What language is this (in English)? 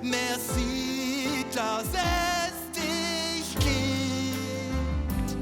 Swiss German